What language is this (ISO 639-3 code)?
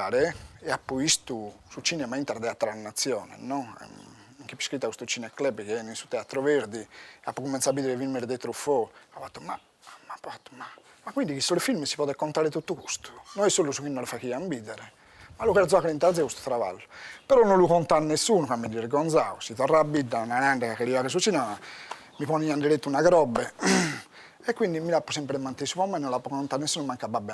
srd